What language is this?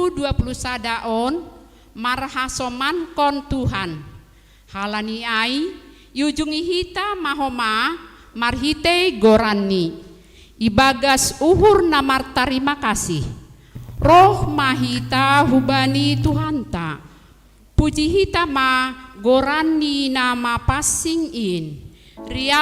Batak Simalungun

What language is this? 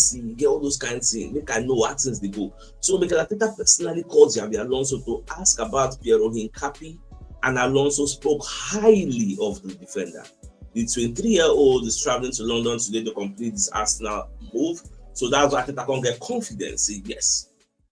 Nigerian Pidgin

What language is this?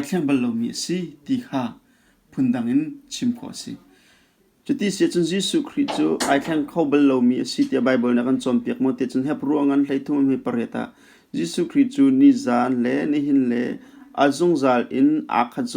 Hakha Chin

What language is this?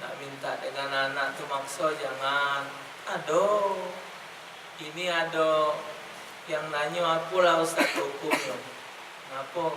Musi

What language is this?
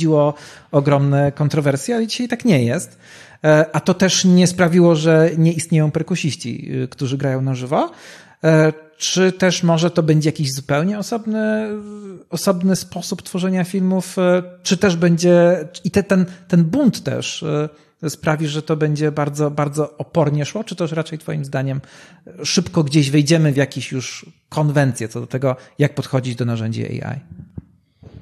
Polish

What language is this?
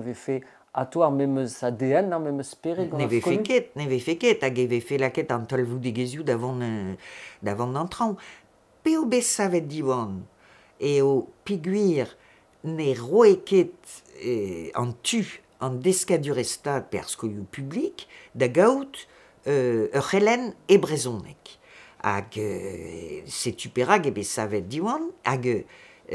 Breton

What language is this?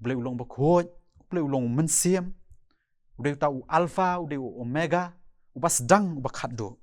Khasi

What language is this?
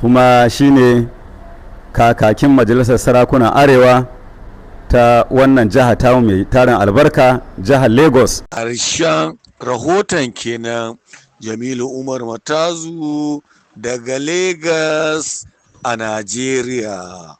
Hausa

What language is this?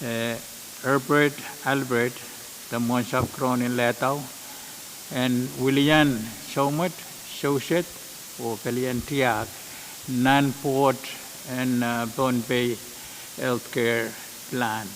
Pohnpeian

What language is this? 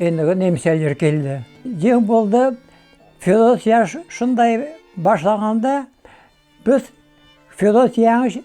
Crimean Tatar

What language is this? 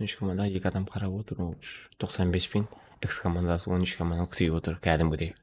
Kara-Kalpak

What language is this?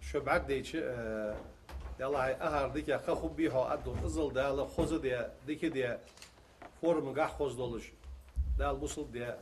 Ingush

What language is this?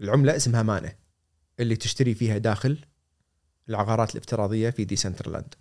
Gulf Arabic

